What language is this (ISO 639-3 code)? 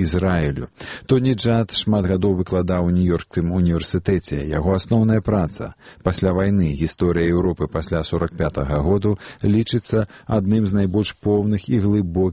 bel